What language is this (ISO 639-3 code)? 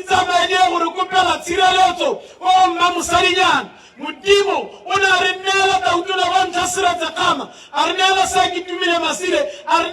tsn